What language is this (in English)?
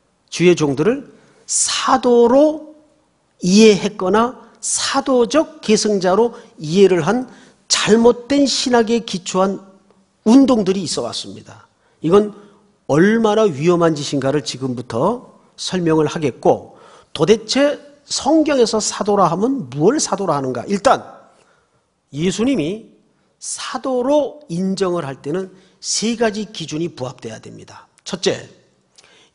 Korean